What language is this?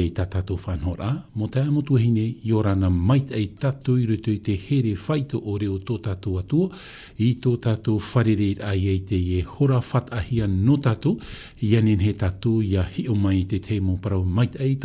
Tahitian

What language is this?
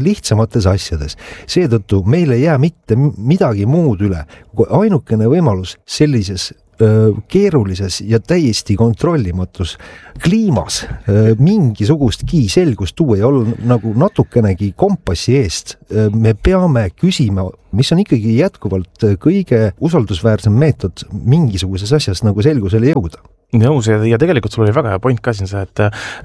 Estonian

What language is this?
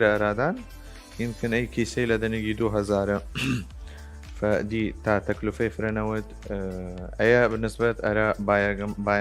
Southern Kurdish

